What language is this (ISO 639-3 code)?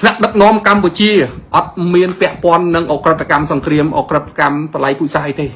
khm